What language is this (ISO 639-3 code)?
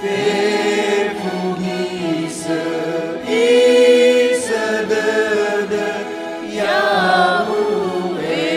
nia